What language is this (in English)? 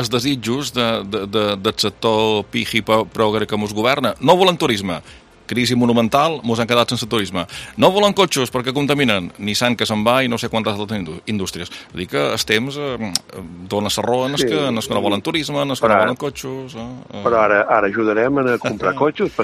Catalan